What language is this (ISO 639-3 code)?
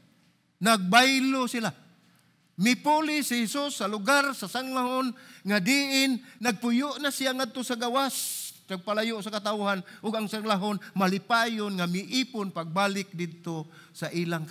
ceb